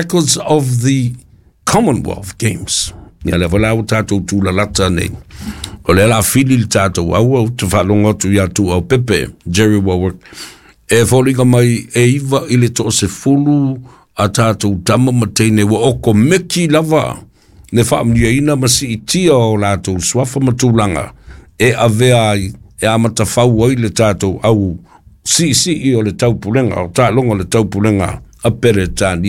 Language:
Samoan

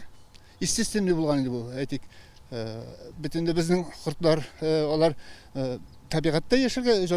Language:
Tatar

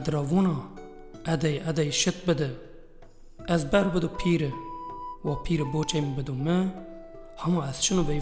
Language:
Zaza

